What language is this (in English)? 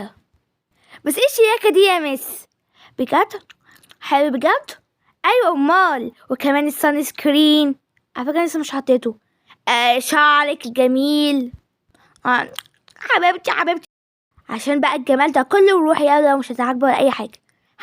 Egyptian Arabic